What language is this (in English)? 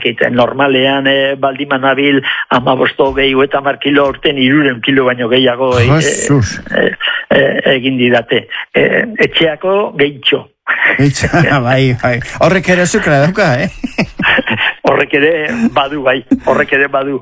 Basque